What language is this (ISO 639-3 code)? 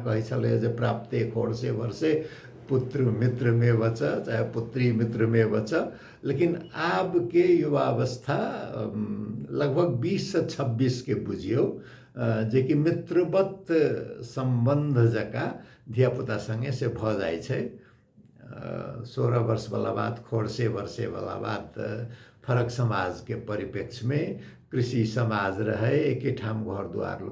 mai